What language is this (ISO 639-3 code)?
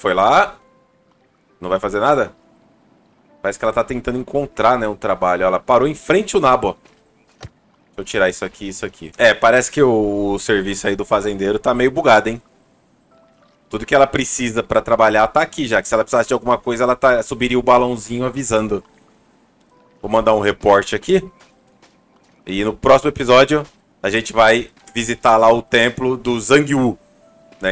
por